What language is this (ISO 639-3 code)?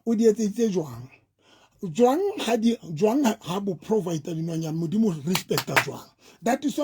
sot